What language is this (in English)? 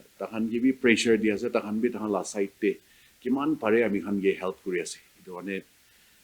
Naga Pidgin